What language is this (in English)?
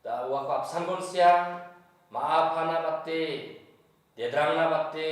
Garo